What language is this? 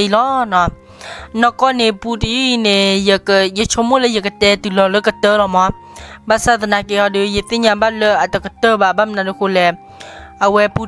S'gaw Karen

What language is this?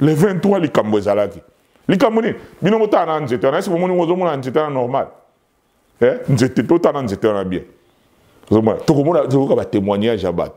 Lingala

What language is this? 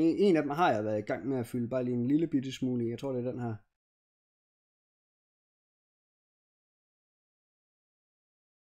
Danish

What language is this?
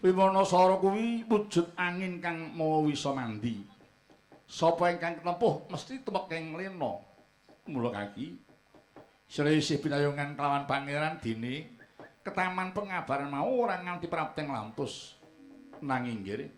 Javanese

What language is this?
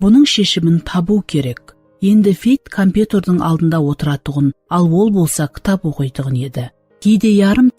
Kara-Kalpak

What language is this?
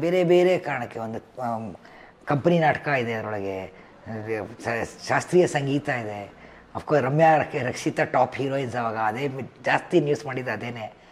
Kannada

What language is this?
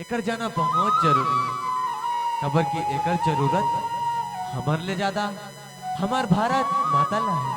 Chhattisgarhi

